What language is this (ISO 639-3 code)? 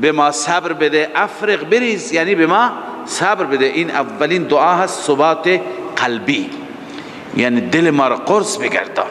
fas